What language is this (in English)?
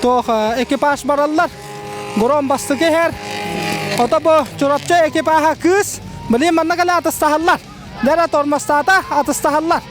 Yakut